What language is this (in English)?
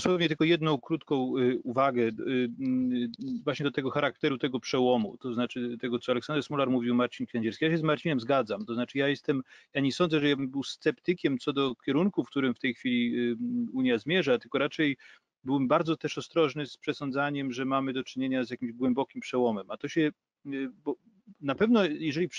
Polish